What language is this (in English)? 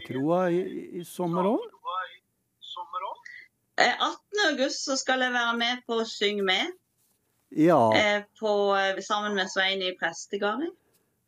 Norwegian